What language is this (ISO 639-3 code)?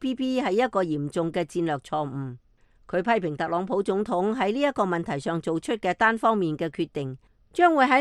yue